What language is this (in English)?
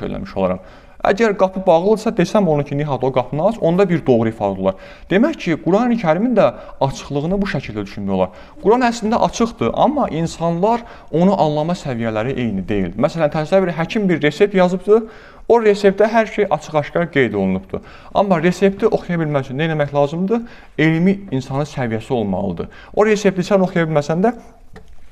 Azerbaijani